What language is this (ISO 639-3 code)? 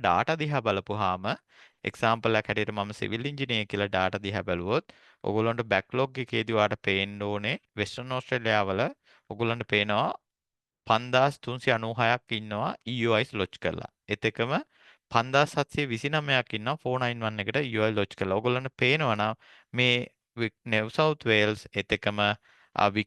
sin